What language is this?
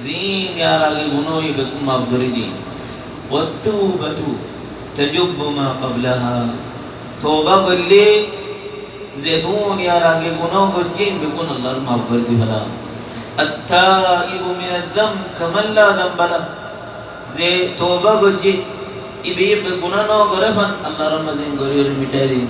Rohingya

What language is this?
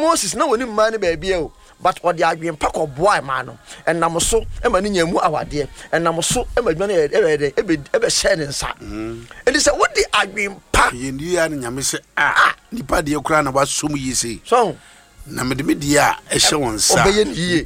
Akan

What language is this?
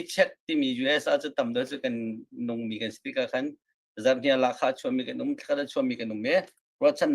Hakha Chin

